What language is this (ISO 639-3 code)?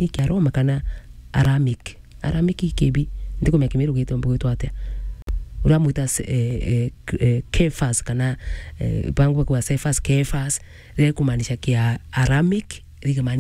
mer